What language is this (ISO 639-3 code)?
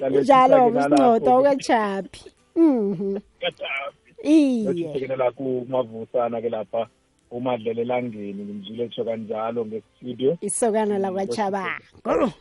nbl